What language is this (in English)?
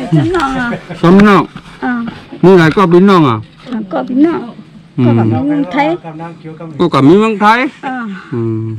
Shan